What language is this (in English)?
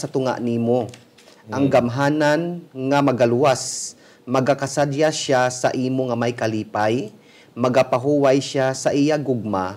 Hiligaynon